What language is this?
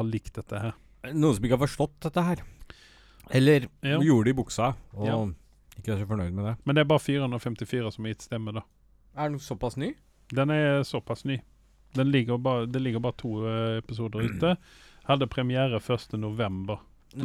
Norwegian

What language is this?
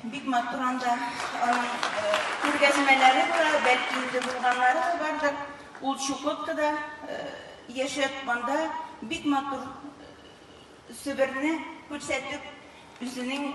Tatar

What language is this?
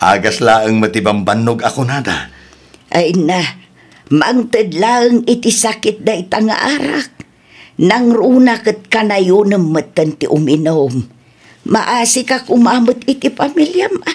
Iloko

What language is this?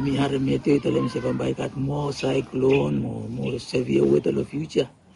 Bislama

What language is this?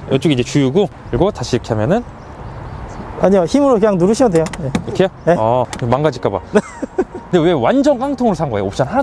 Korean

